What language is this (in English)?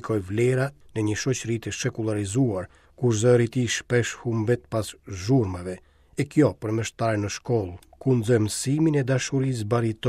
Albanian